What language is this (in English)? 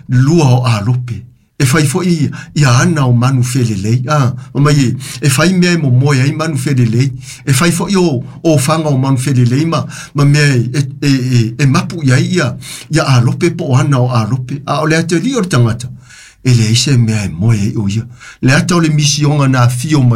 Samoan